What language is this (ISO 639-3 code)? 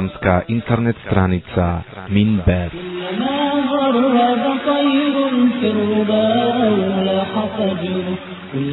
bos